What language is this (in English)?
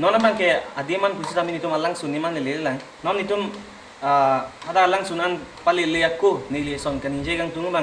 Karbi